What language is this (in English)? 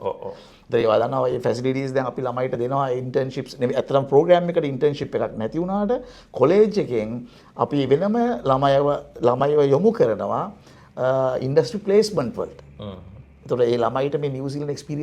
Sinhala